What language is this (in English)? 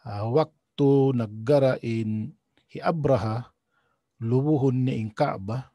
Tausug